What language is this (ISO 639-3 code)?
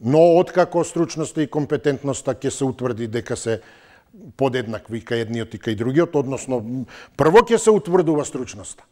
mkd